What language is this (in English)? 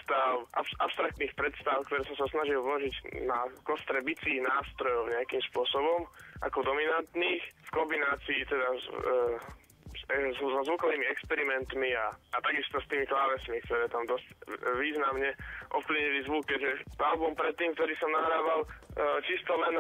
Slovak